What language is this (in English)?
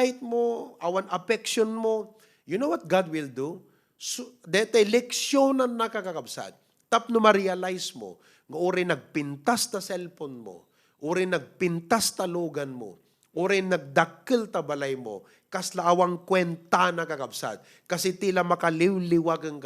Iloko